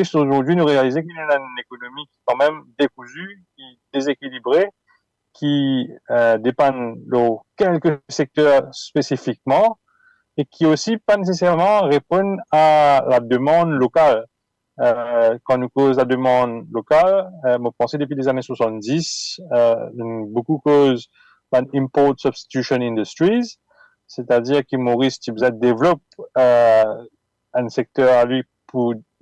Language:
Morisyen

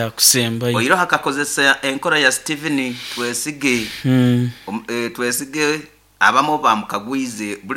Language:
Nyoro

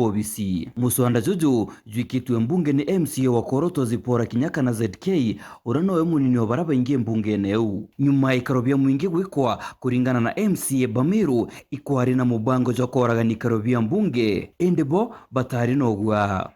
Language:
Meru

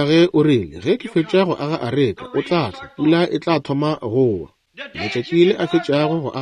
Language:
Northern Sotho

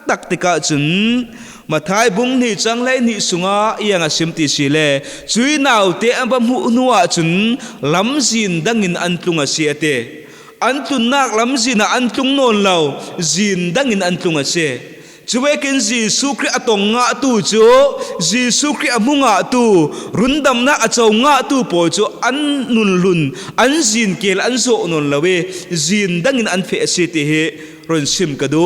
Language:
Falam Chin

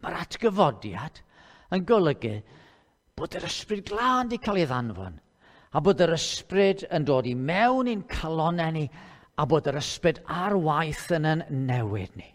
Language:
Welsh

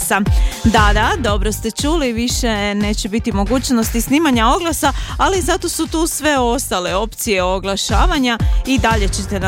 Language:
Croatian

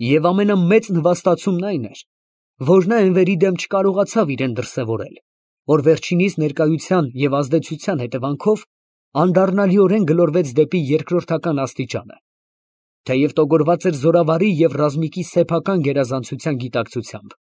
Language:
Armenian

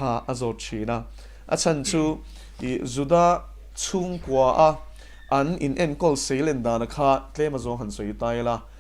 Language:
Mizo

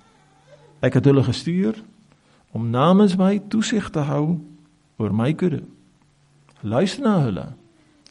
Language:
Afrikaans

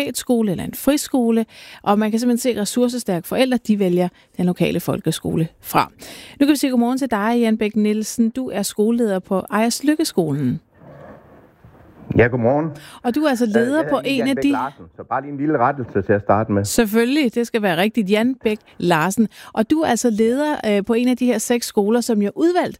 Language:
Danish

